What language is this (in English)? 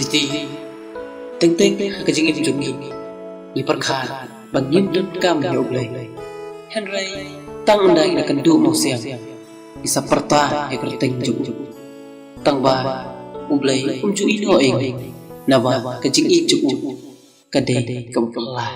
Khasi